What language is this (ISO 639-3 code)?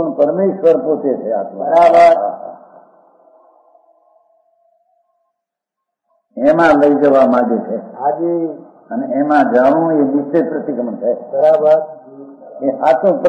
guj